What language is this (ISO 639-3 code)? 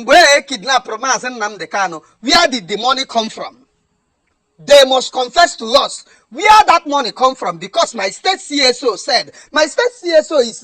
ibo